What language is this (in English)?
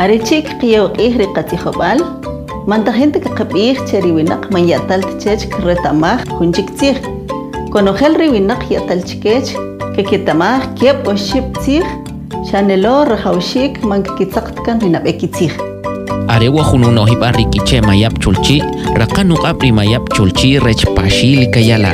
Kʼicheʼ